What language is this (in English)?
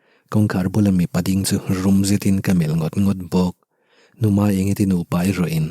Mizo